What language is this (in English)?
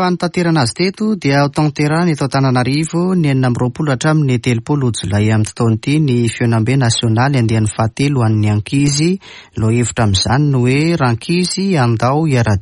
Malagasy